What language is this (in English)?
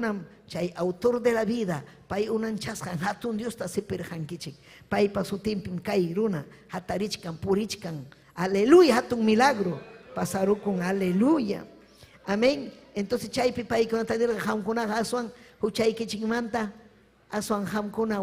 Ayacucho Quechua